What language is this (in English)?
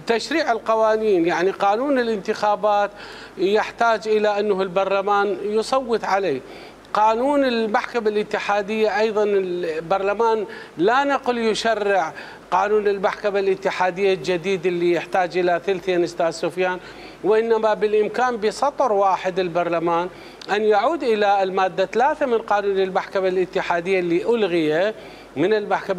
Mesopotamian Arabic